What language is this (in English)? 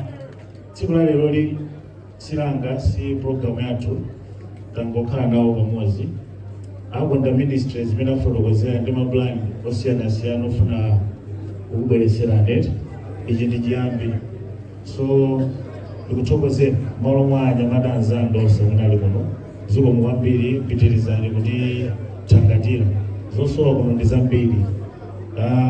Nyanja